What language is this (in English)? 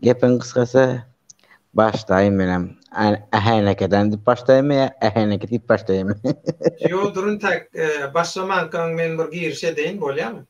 Turkmen